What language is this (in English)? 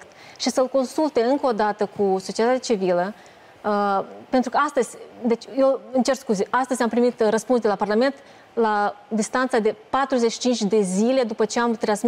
Romanian